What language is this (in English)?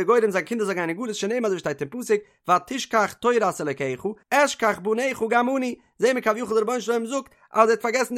Yiddish